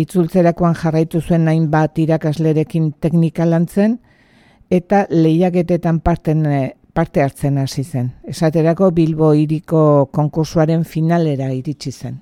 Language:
Basque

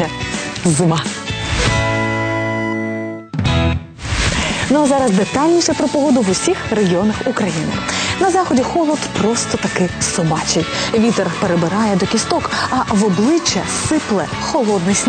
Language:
Ukrainian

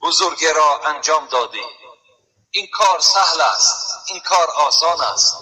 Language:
Tajik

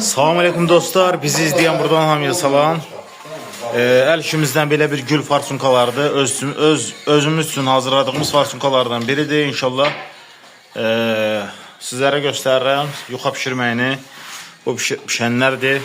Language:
Azerbaijani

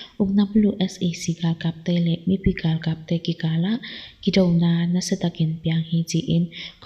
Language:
Tedim Chin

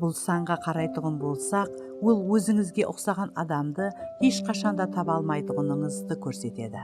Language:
Kara-Kalpak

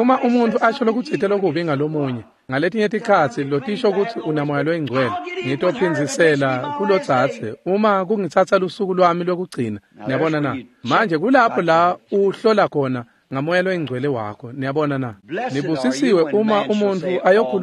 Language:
Swati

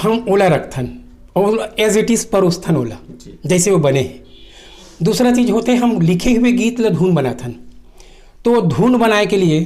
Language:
Chhattisgarhi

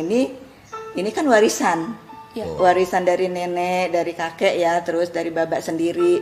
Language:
Betawi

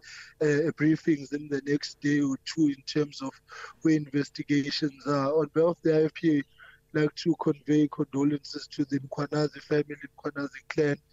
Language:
English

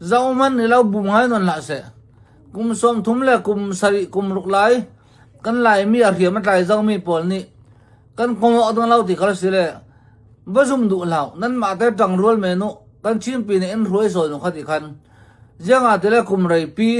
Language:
Hakha Chin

